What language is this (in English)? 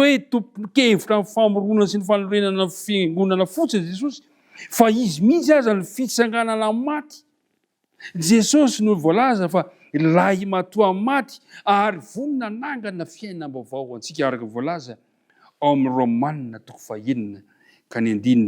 Malagasy